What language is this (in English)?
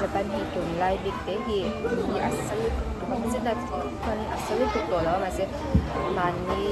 Mizo